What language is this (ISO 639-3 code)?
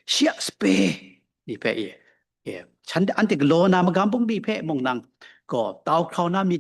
kac